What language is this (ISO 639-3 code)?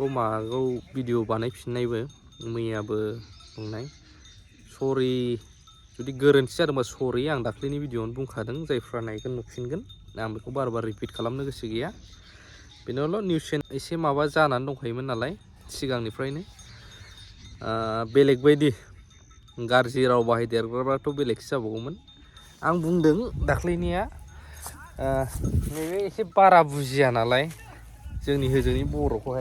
brx